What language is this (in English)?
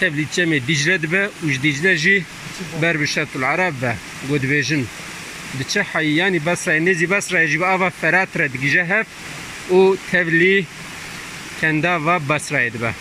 Kurdish